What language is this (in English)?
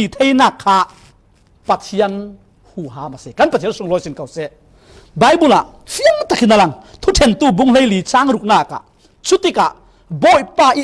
Falam Chin